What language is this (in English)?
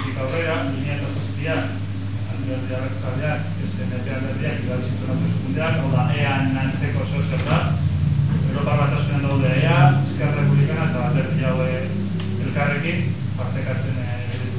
Basque